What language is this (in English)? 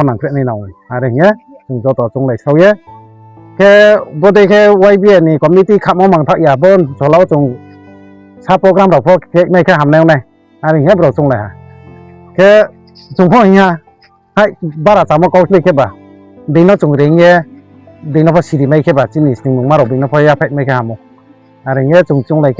Riang (India)